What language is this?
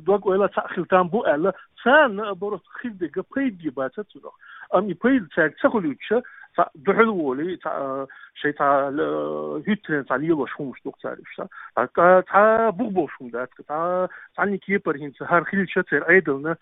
Chechen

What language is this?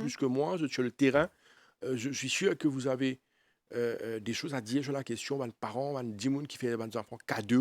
Morisyen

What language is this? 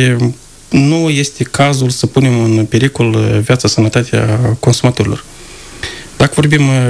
Romanian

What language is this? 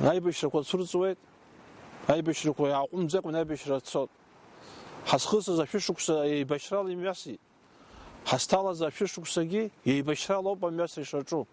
Abkhazian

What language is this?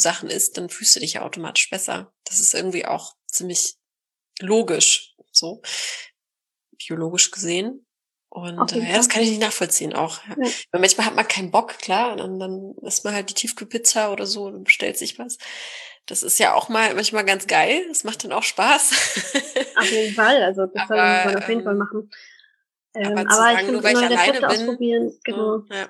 German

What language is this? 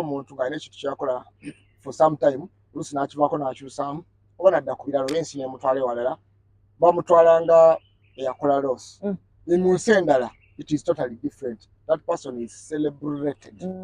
Ganda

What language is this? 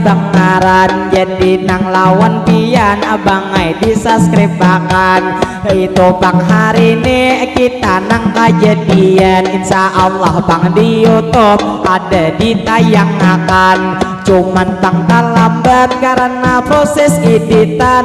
Banjar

